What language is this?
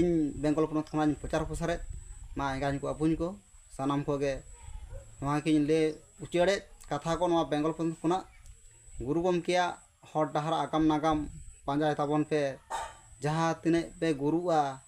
Santali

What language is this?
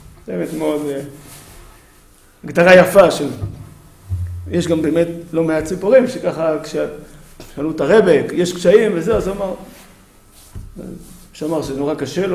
Hebrew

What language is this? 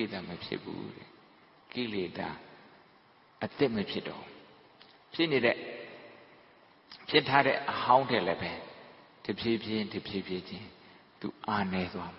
Burmese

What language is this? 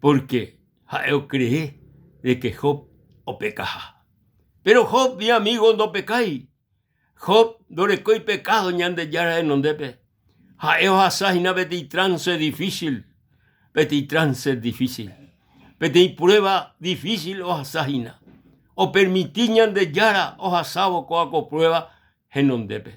Guarani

